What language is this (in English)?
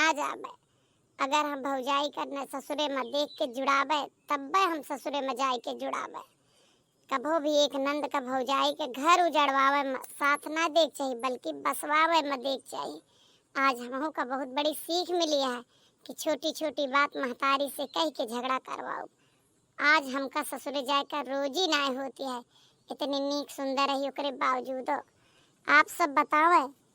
Awadhi